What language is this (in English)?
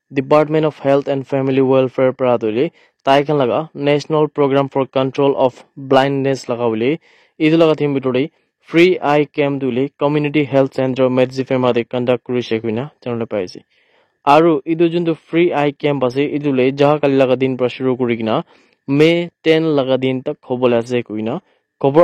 Naga Pidgin